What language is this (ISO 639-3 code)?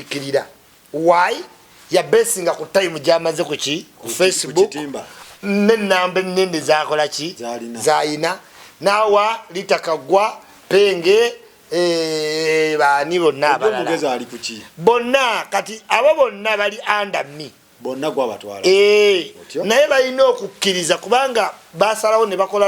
lug